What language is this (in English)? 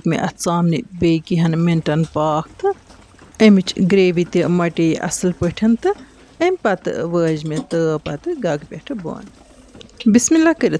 Kashmiri